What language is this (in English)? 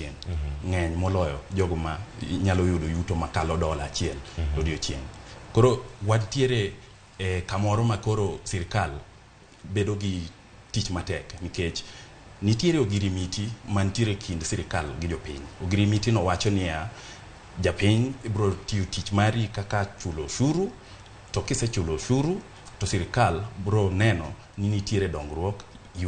Luo (Kenya and Tanzania)